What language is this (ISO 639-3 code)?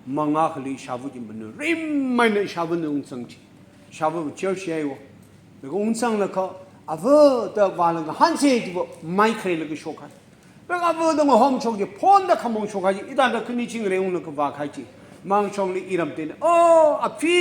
nmf